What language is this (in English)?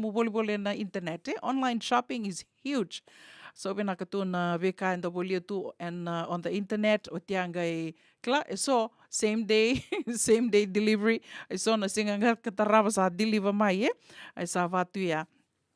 Fijian